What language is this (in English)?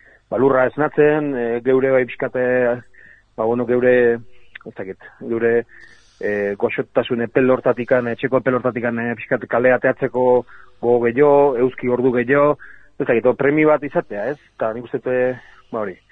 Basque